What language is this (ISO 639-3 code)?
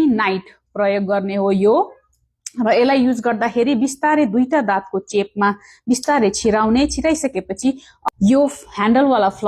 nep